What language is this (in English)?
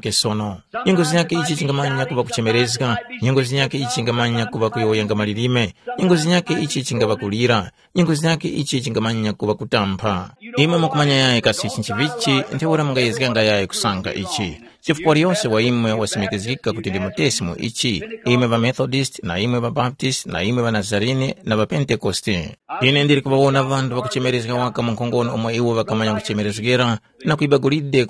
Tumbuka